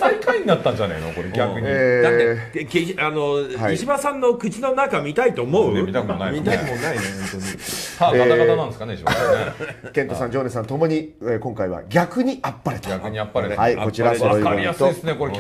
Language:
Japanese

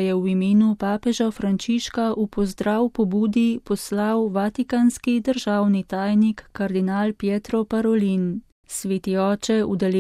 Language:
Slovenian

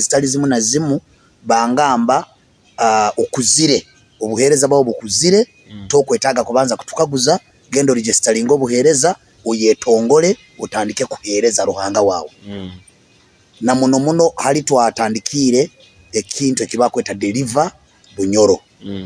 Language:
Nyoro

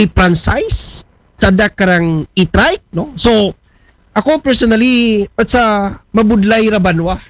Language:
Aklanon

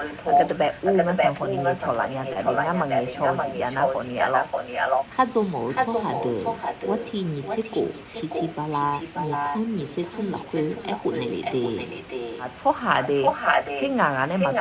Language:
Akha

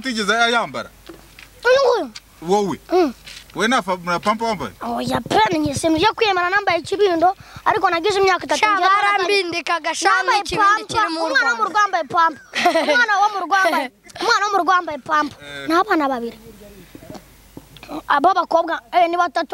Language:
Kinyarwanda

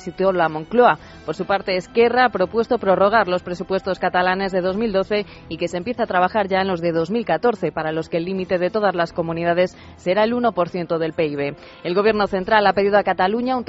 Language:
Spanish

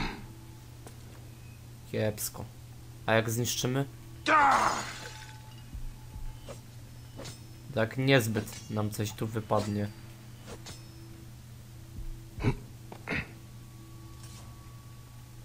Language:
Polish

